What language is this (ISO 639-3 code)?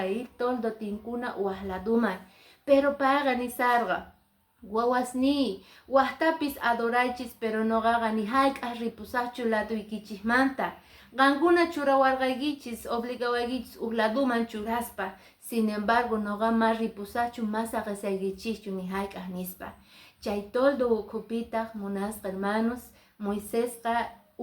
que